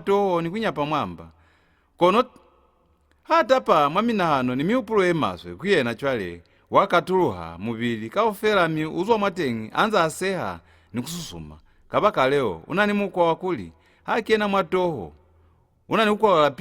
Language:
Lozi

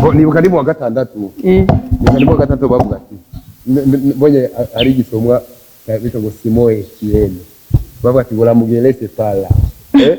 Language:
Rundi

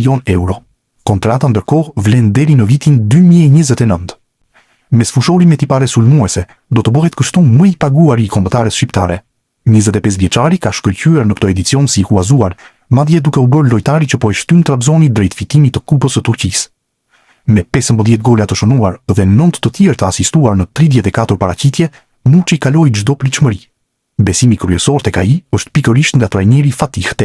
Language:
Albanian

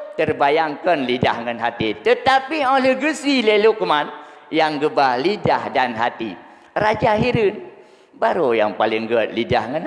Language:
Achinese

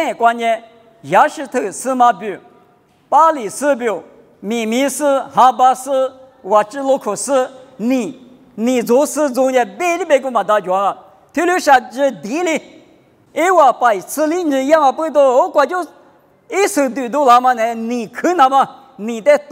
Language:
Lisu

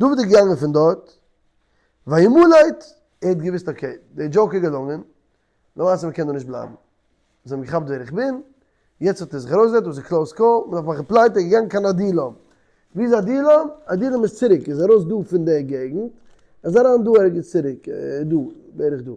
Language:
Yiddish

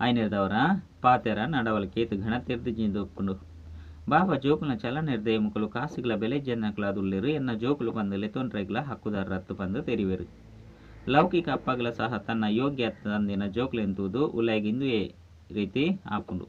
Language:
Tulu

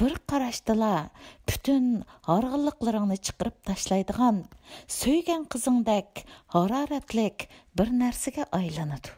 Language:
Uyghur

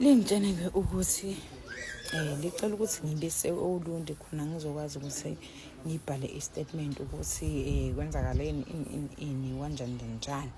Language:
Zulu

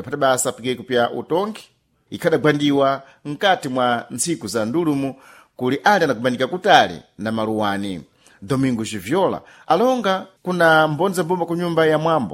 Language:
Sena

